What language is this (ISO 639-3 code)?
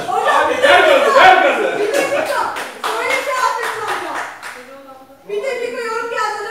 tur